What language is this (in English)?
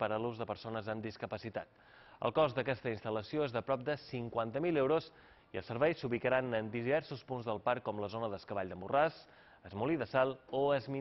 Catalan